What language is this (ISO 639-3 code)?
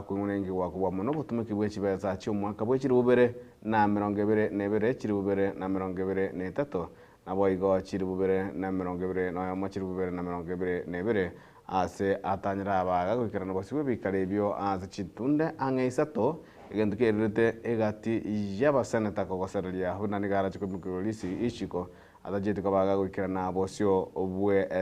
guz